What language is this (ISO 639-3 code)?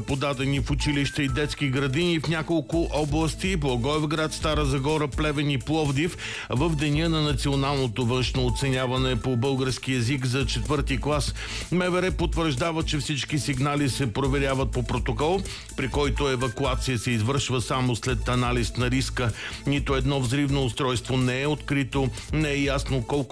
bul